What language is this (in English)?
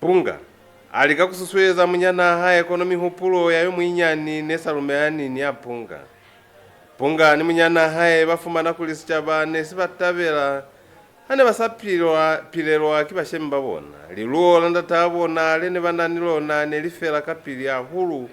Lozi